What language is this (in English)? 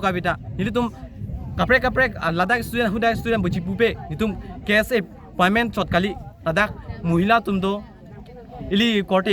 Karbi